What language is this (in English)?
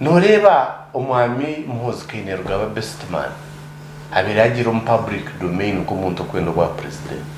Nyankole